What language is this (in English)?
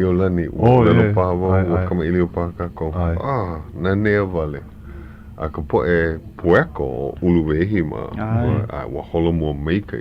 Hawaiian